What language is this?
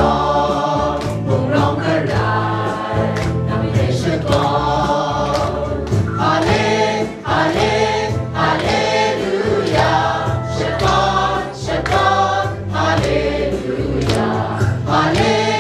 Kachin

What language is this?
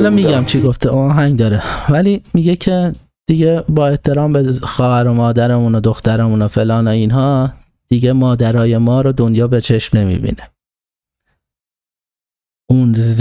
Persian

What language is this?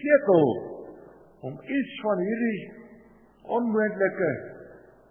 Afrikaans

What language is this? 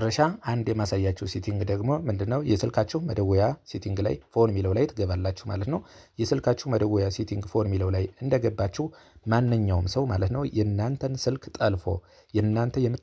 Amharic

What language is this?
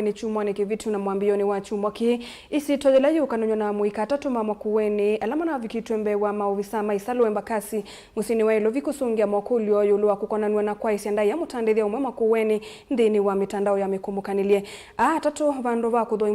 Kamba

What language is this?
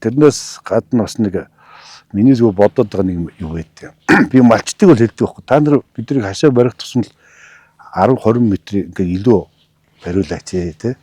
Mongolian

